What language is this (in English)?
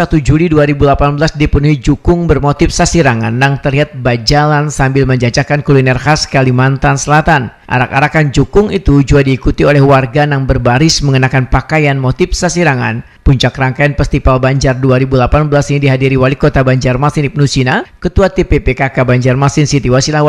Banjar